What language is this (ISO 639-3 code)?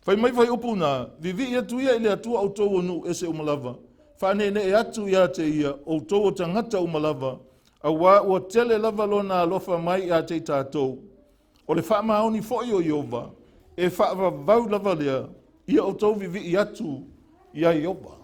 smo